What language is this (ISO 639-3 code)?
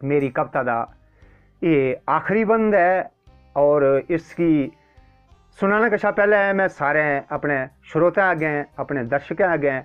doi